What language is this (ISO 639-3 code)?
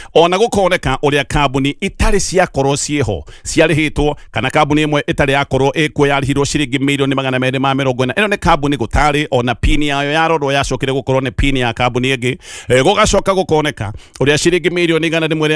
kik